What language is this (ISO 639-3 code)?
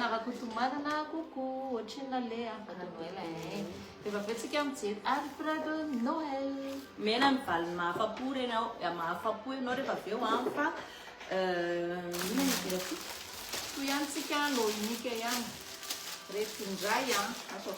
mlg